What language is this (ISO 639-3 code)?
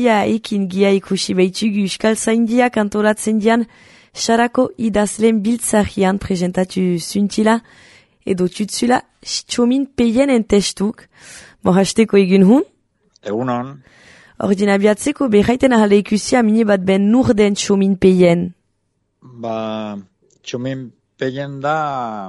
eus